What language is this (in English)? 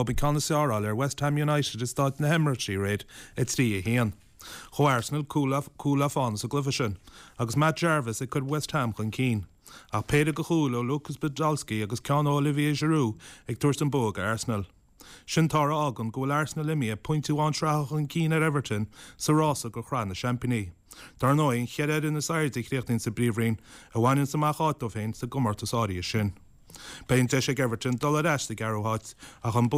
Irish